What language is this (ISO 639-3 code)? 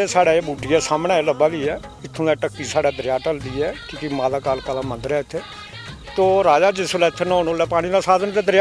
doi